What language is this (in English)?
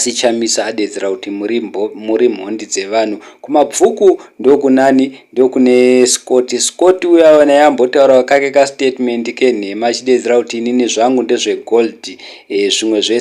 Shona